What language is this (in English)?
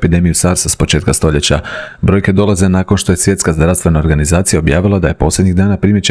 Croatian